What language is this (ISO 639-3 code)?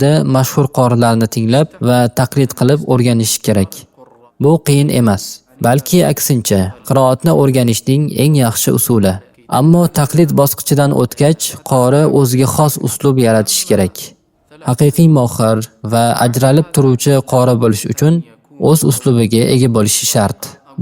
uzb